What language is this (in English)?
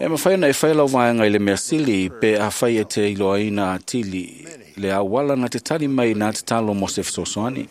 Samoan